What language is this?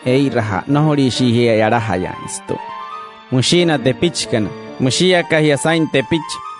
Wayuu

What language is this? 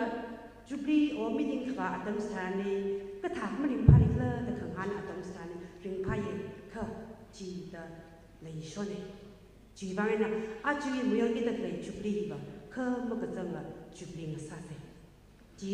Tangkhul Naga (India)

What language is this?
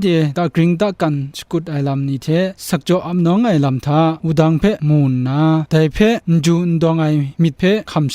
Kachin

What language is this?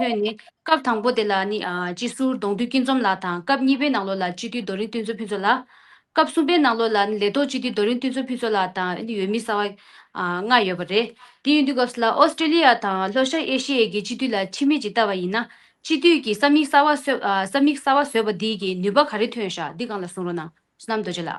Tibetan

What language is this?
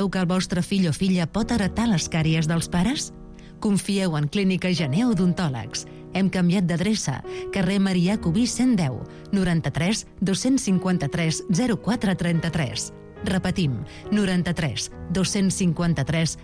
Catalan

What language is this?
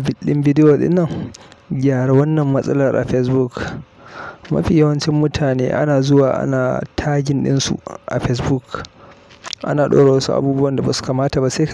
Hausa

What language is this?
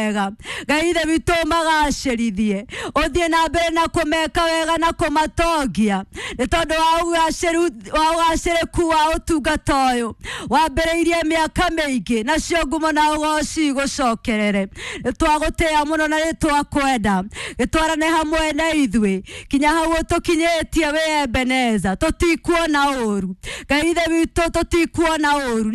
Kikuyu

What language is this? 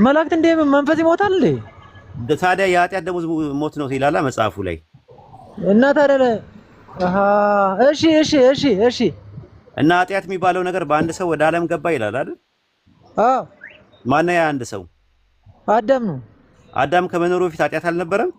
Amharic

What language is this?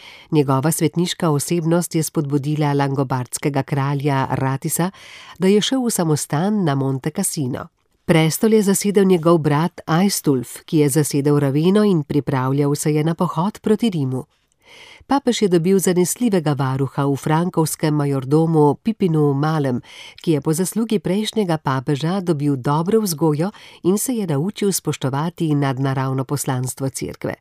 Slovenian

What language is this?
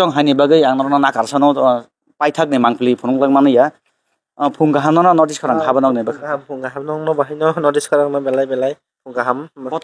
Kok Borok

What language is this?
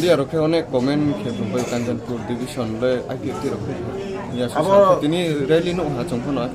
Riang (India)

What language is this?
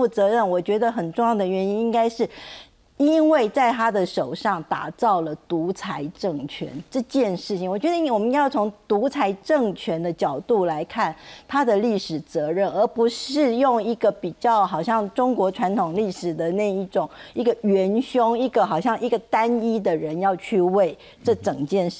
Chinese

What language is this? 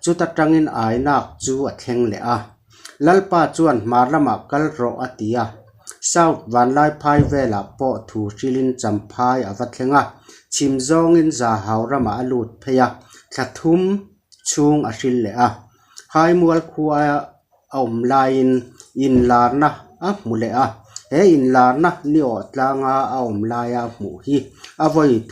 Mizo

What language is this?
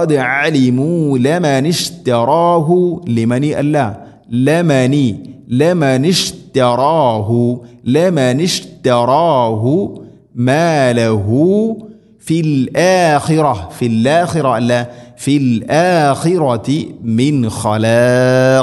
Malayalam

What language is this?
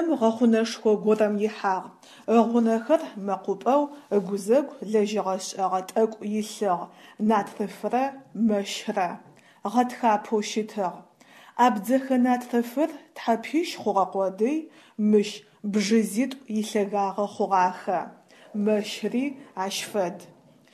Adyghe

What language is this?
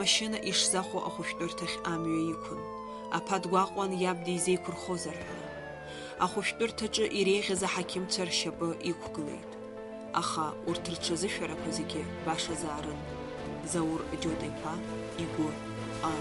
Abkhazian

